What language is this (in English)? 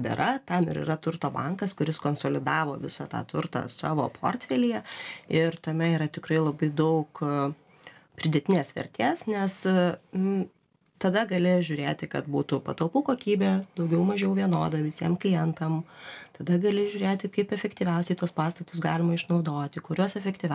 Lithuanian